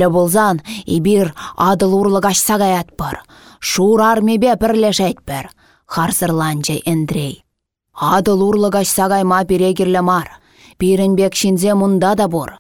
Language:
Chuvash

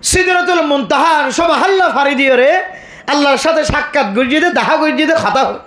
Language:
Rohingya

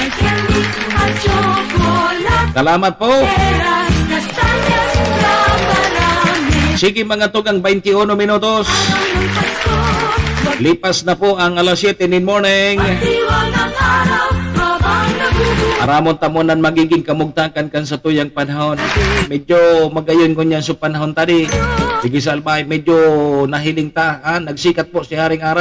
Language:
Bikol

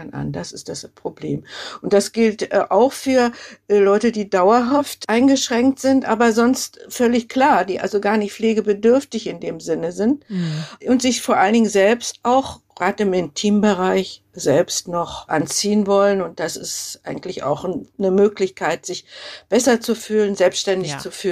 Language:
German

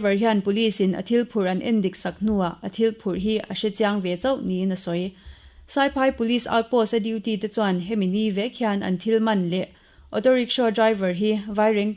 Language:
Mizo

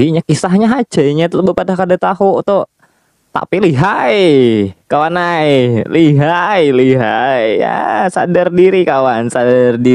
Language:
Banjar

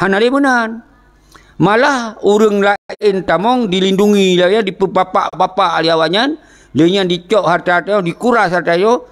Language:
Achinese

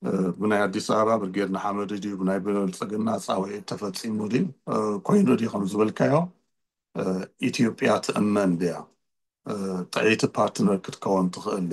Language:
Tigrinya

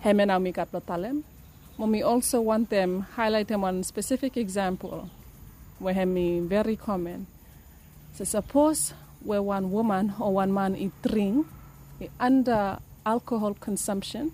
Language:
Bislama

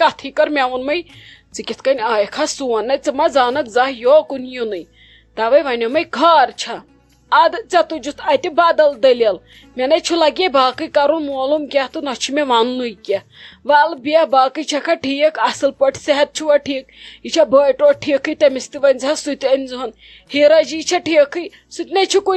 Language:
Kashmiri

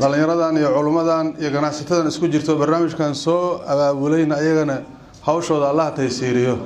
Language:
Somali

